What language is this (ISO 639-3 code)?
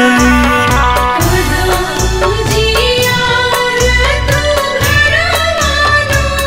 bho